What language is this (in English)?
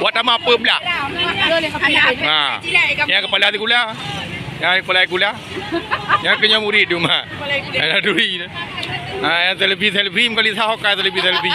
Achinese